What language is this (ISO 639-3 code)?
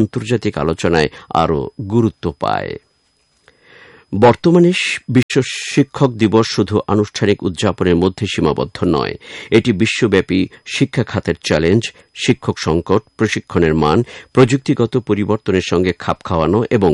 ben